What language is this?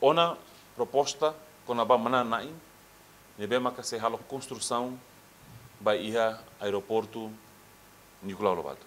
Tetum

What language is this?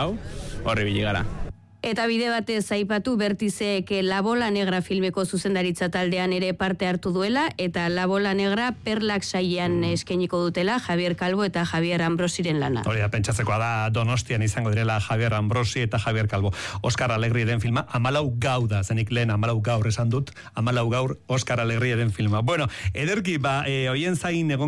Basque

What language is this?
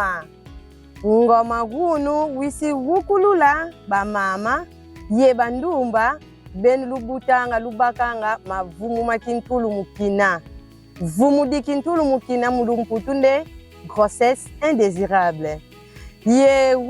Kongo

